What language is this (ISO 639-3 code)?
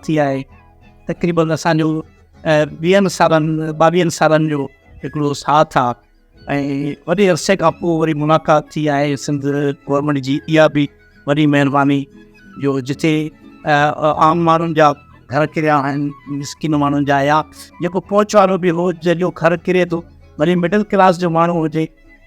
snd